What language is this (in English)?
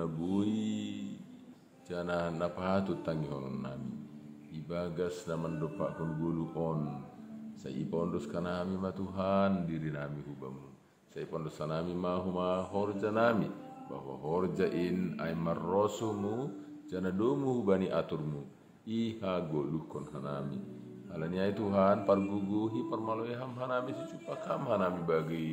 Batak Simalungun